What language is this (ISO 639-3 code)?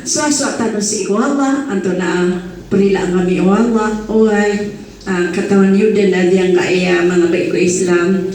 mrw